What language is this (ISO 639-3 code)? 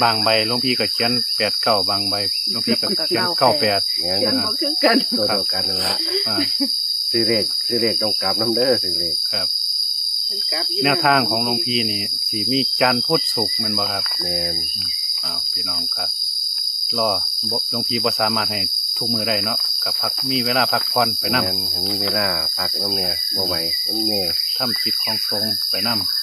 tts